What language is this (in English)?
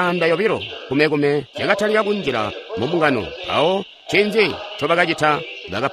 Tonga (Zambia)